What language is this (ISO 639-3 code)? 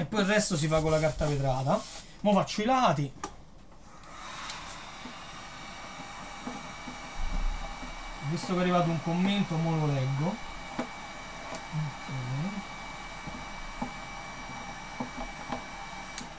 ita